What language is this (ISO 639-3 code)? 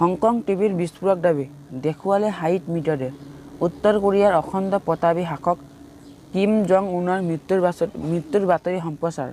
asm